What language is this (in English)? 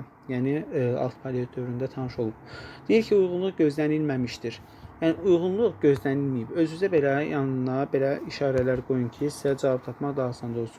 Azerbaijani